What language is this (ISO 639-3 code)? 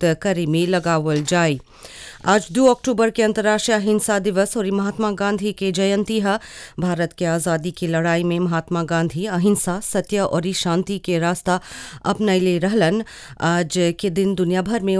bho